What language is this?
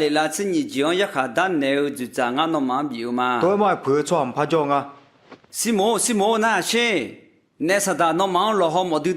Akha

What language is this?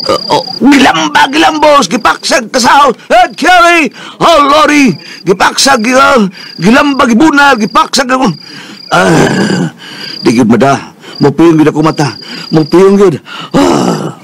Cebuano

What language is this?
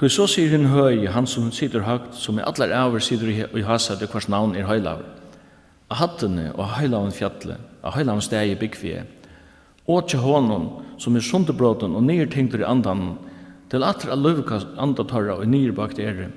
Faroese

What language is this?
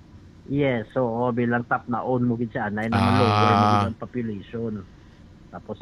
Hiligaynon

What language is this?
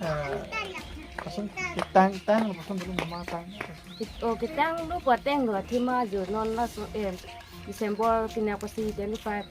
Karbi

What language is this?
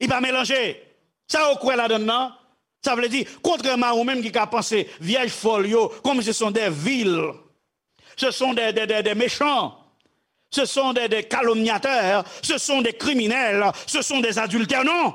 Haitian Creole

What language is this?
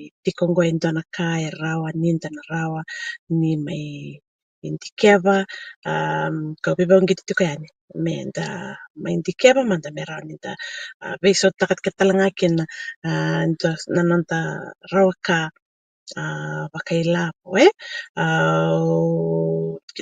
Fijian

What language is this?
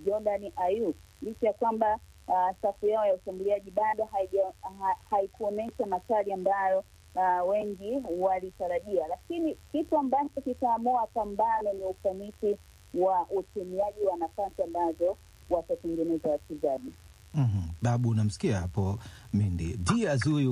Swahili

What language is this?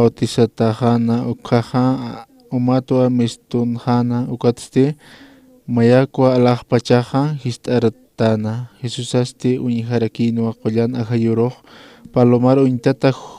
Aymara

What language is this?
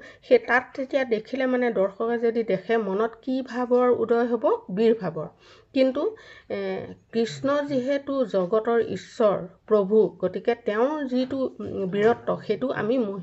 Assamese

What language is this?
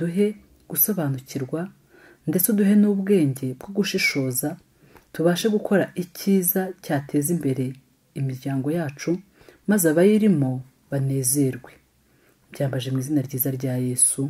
Kinyarwanda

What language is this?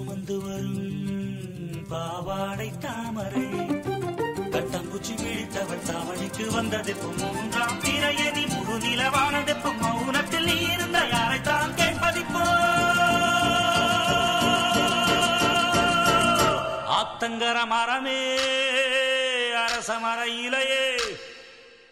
Tamil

